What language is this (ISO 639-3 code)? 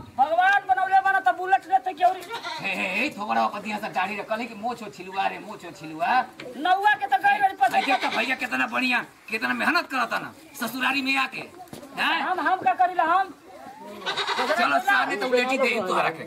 bho